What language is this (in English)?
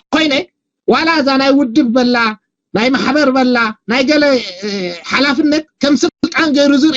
Tigrinya